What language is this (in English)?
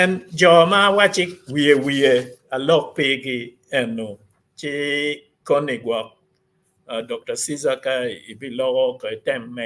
Acoli